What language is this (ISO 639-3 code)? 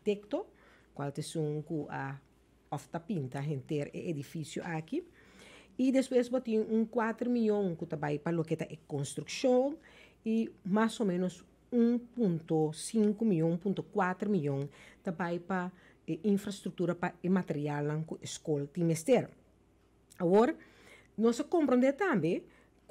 pap